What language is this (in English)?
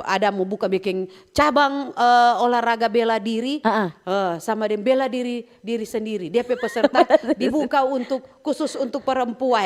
Manado Malay